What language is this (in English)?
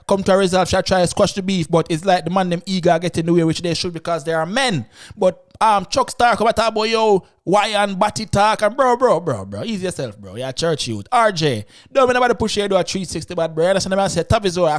Jamaican Creole English